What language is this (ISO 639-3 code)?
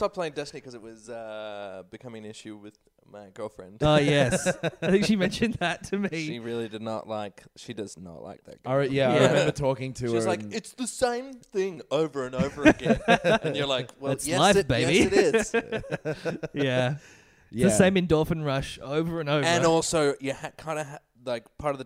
eng